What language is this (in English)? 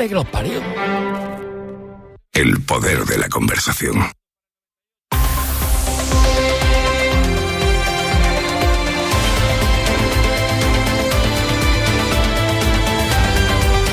Spanish